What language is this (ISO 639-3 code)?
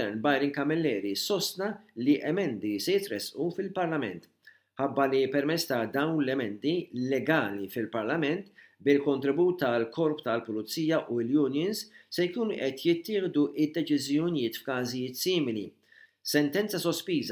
mlt